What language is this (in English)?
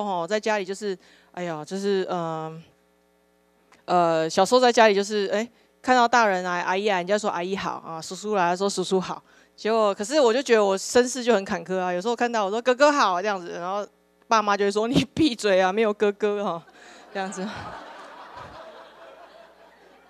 Chinese